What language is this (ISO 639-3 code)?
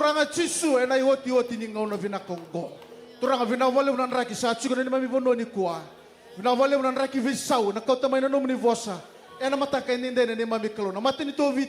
fij